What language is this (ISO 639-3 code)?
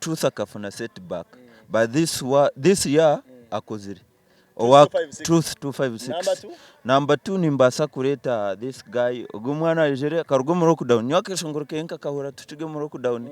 nyn